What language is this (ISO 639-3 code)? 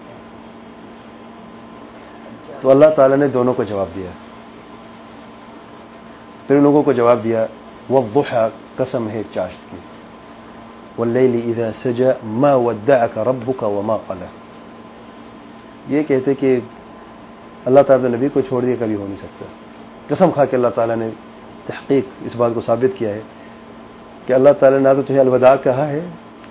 urd